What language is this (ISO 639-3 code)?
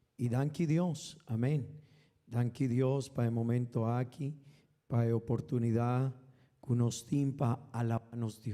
pap